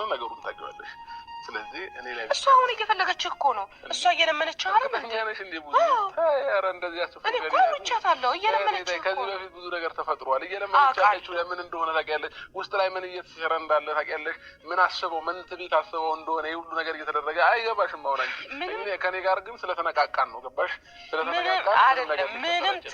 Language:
Amharic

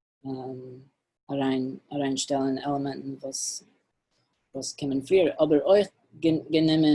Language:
Yiddish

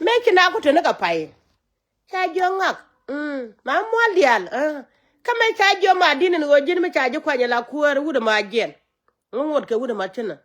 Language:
Nuer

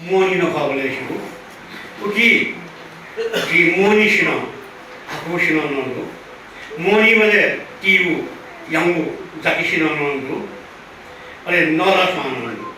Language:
Newari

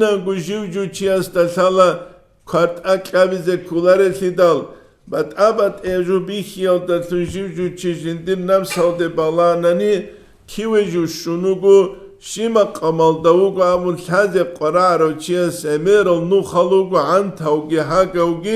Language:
Avaric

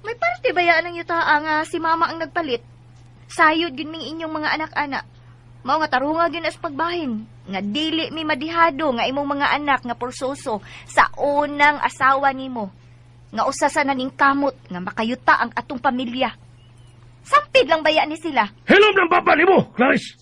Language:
Cebuano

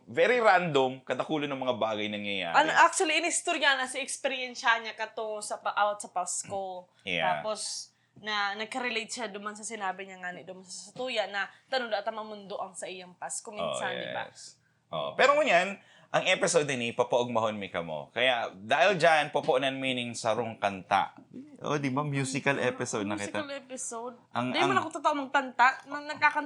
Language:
Bikol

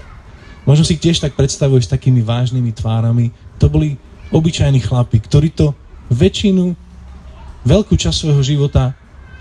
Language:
Slovak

